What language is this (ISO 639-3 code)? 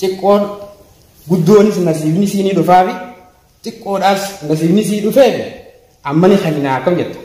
orm